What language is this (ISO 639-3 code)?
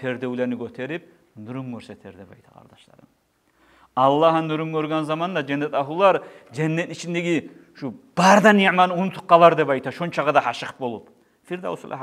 kum